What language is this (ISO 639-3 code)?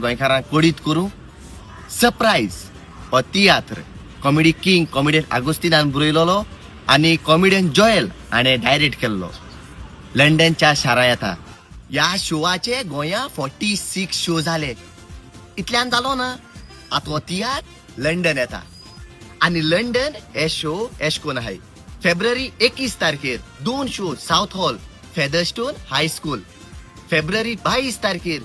kok